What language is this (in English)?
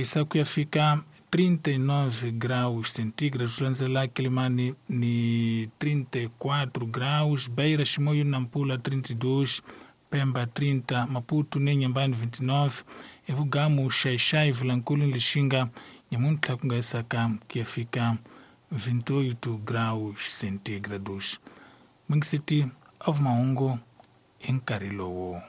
Tsonga